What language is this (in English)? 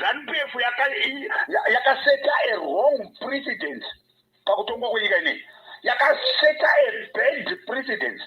Shona